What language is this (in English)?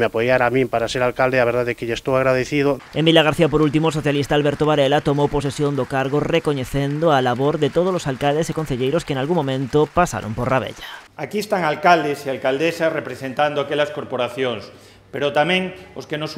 Galician